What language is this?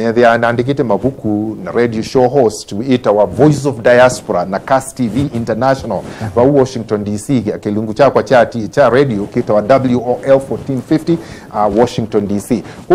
Kamba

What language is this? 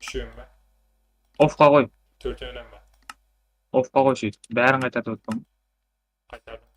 Kara-Kalpak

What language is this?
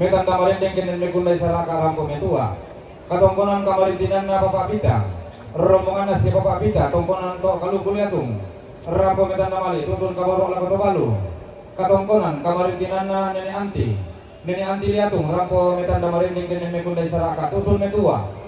Toraja-Sa'dan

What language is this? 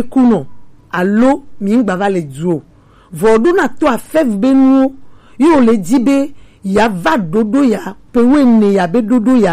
Gen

